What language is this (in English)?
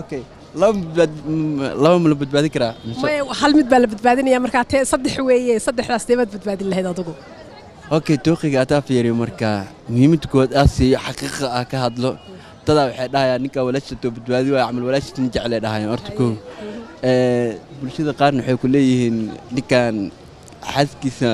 Somali